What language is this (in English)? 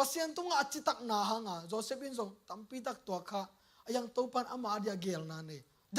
Tedim Chin